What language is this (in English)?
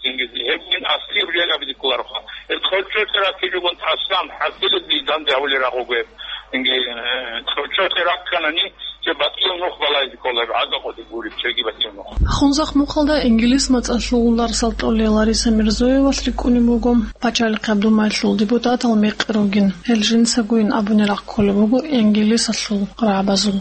Avaric